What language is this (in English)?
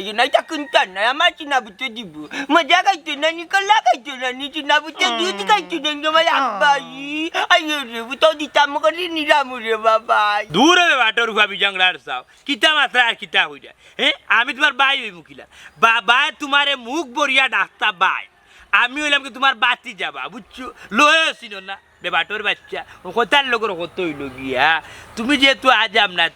Sylheti